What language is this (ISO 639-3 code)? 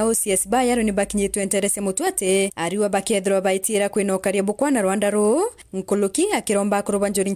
mer